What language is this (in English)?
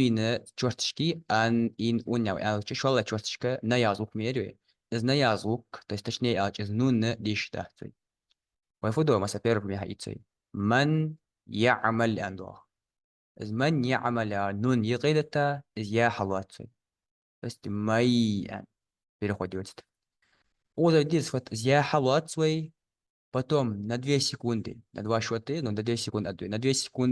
Ingush